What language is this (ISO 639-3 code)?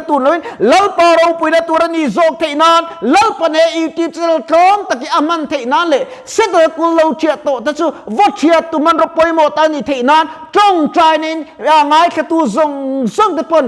lus